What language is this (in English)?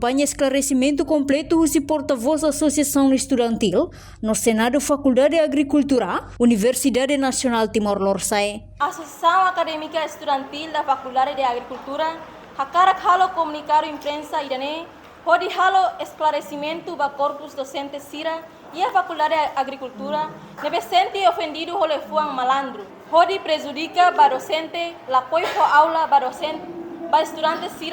Tetum